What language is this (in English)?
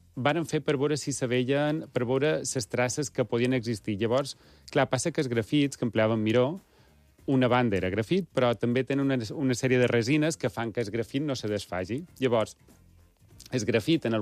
Catalan